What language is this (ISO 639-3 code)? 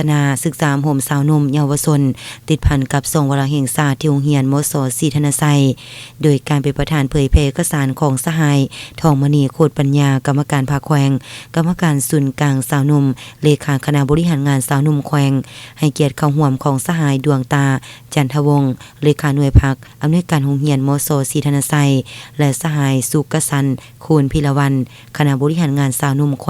lao